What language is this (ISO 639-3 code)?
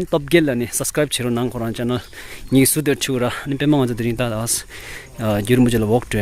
bod